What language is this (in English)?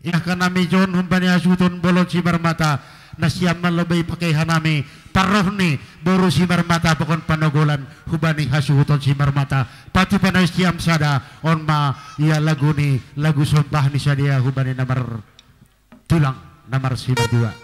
Batak Simalungun